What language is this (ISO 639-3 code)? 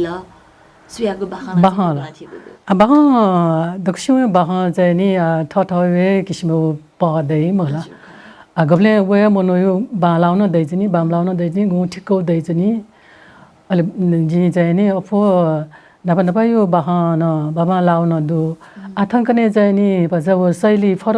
new